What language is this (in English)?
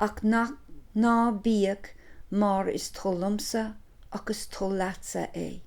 Irish